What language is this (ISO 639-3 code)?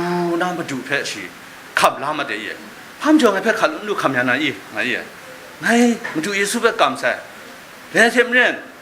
kac